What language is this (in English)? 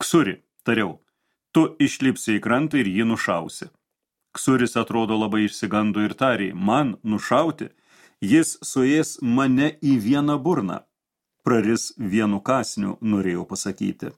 Lithuanian